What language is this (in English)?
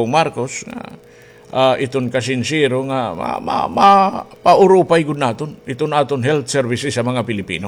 Waray